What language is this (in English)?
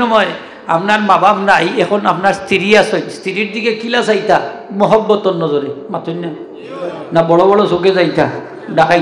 Sylheti